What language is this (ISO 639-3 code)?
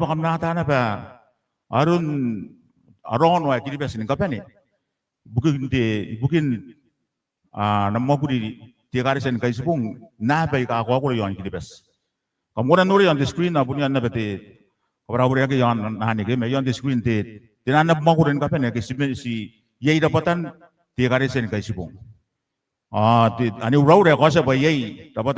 gil